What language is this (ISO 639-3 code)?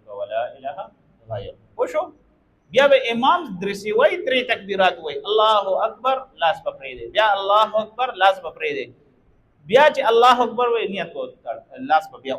pus